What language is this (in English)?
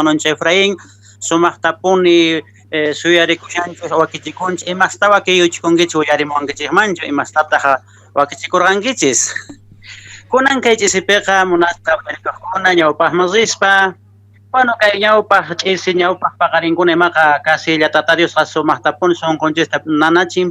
Quechua